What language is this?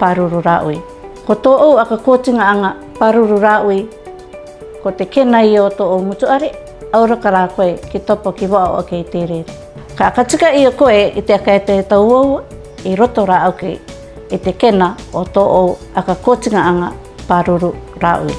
Rarotongan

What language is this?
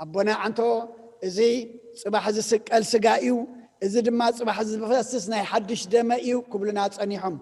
Tigrinya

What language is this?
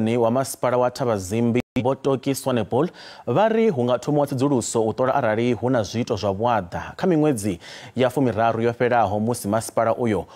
Venda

